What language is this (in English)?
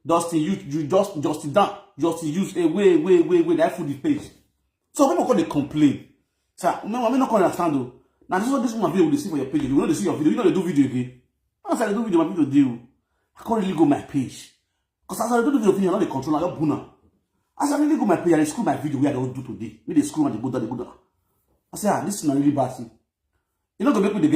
Nigerian Pidgin